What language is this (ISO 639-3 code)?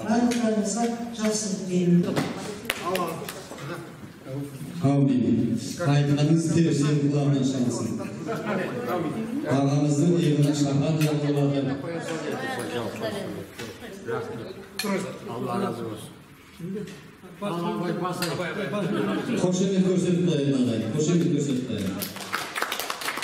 kaz